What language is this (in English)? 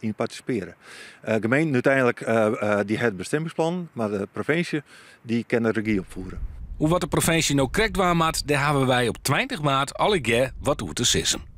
Western Frisian